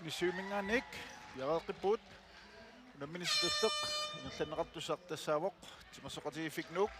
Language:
Kalaallisut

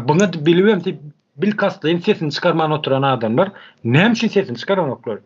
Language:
Turkmen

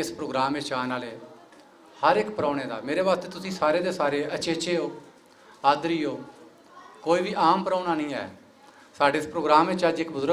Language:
Western Panjabi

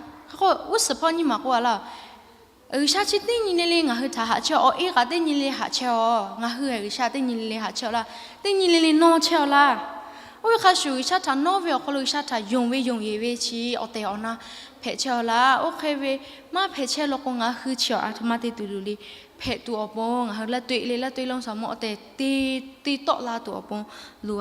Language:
Lahu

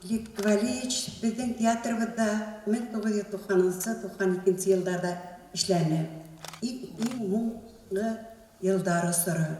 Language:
Bashkir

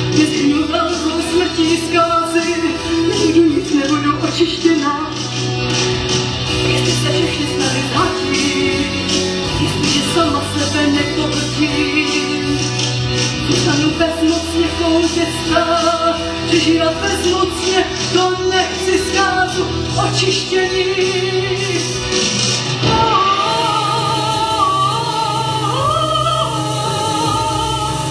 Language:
Czech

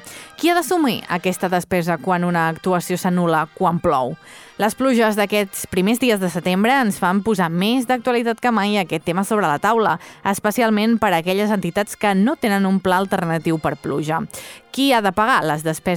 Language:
Catalan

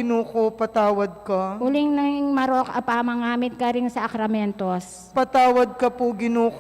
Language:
Pampanga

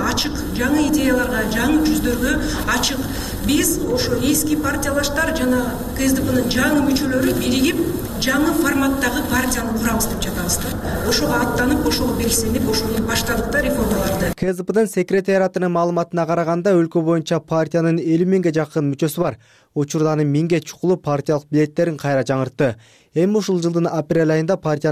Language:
Kyrgyz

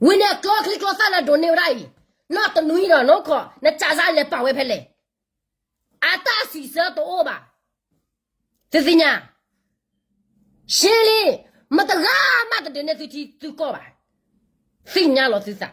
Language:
S'gaw Karen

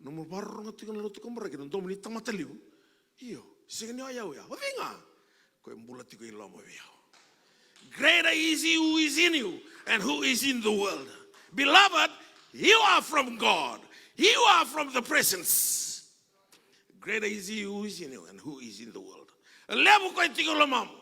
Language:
Fijian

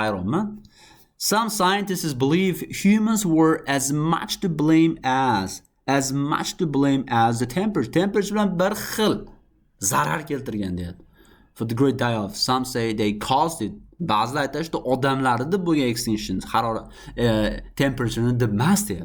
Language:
Uzbek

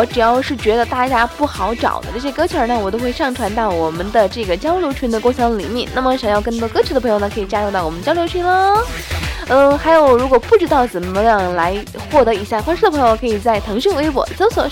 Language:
Chinese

